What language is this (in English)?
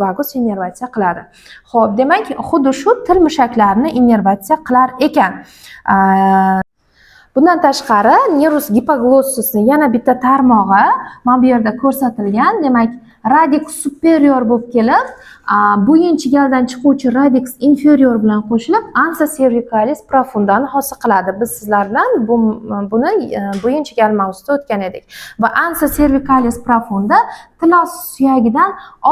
Uzbek